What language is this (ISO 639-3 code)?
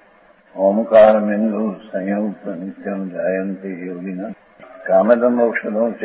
guj